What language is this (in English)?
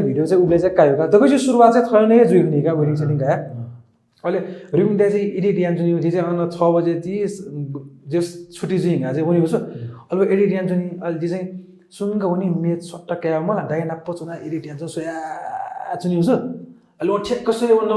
Newari